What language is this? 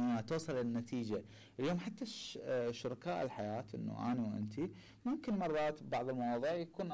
Mesopotamian Arabic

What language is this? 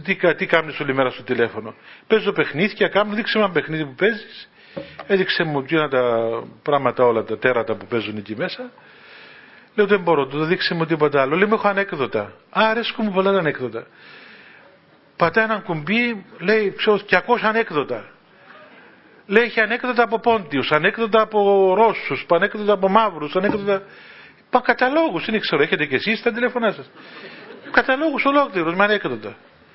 Greek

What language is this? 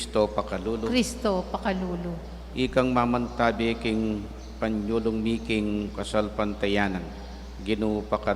Pampanga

